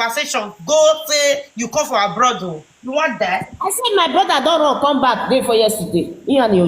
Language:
Nigerian Pidgin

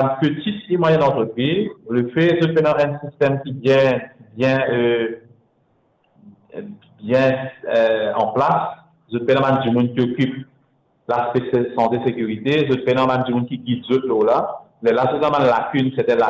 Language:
Morisyen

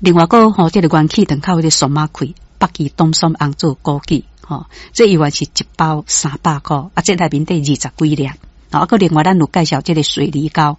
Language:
Min Nan Chinese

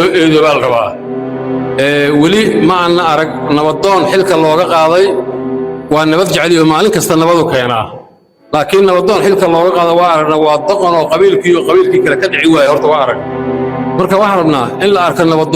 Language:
Somali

